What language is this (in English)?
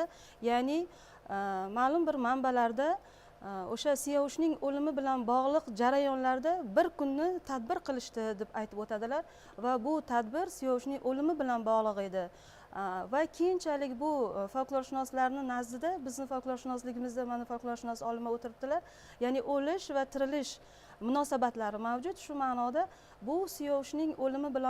Uzbek